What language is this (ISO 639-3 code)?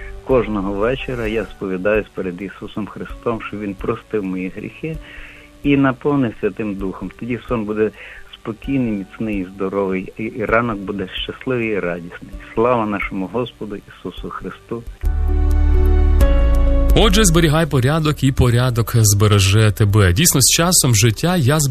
ukr